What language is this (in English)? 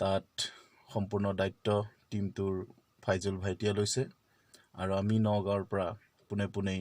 Assamese